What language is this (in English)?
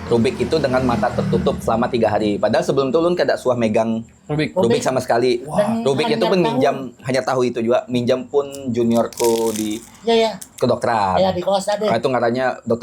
Banjar